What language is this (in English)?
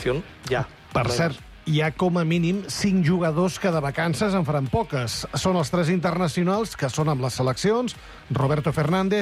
Catalan